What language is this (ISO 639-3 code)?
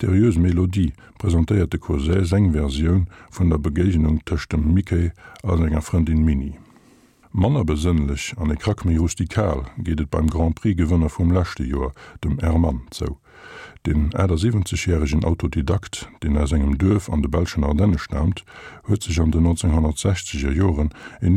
ltz